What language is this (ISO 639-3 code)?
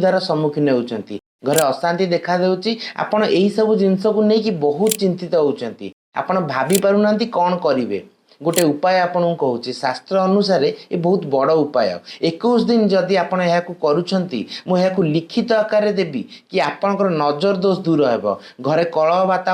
ori